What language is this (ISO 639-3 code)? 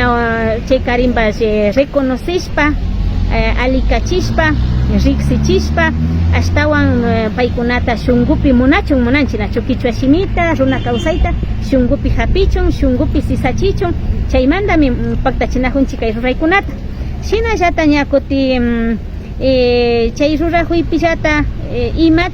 qvi